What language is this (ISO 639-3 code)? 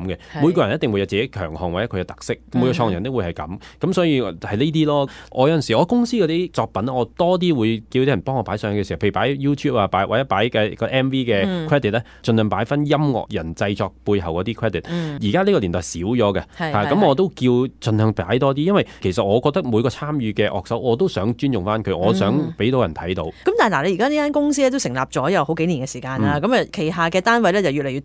yue